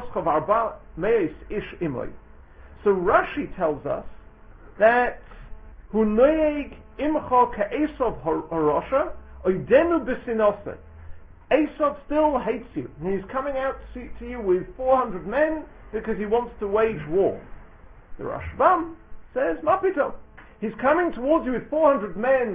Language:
English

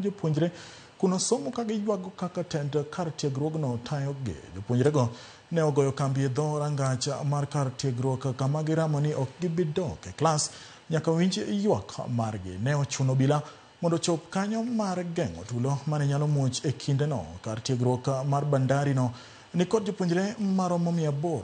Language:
Luo (Kenya and Tanzania)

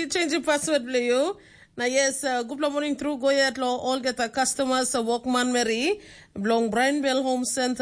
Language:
Tok Pisin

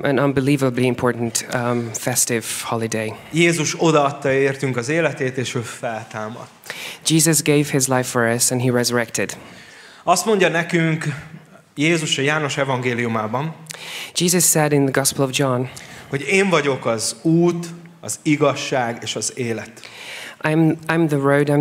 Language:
Hungarian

